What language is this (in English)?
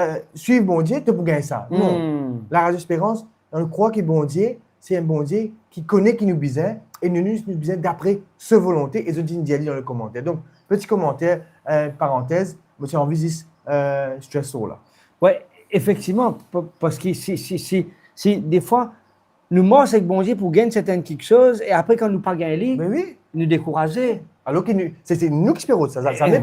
Morisyen